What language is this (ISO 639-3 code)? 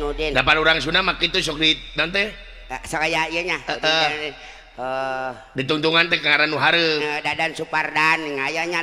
sun